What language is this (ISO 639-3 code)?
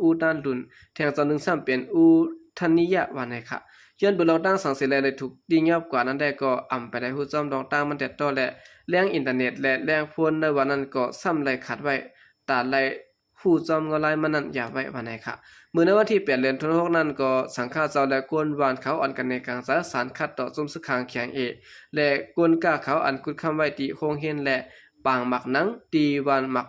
shn